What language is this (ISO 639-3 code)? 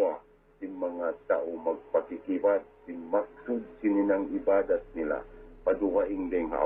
tsg